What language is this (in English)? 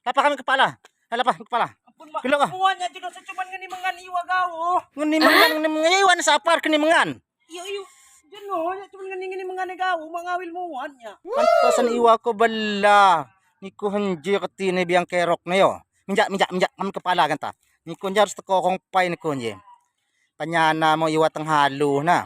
Lampung Api